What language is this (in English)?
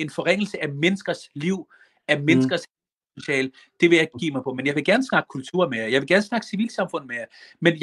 Danish